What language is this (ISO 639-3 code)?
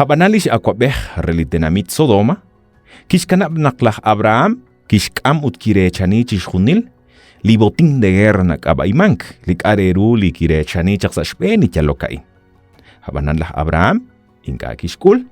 kek